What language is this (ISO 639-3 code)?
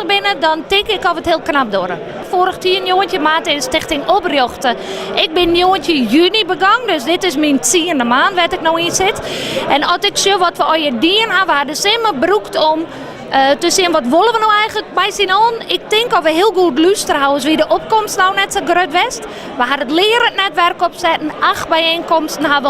fry